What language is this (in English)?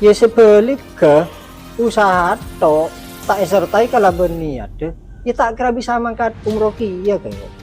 Madurese